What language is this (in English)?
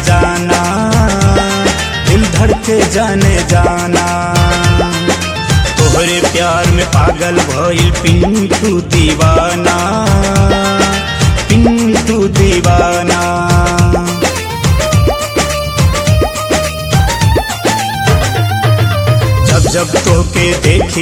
Bhojpuri